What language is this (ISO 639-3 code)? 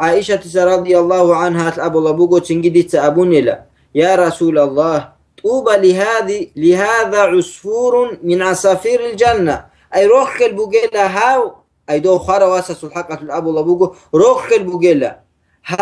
ava